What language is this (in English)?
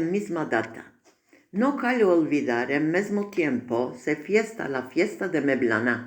Ladino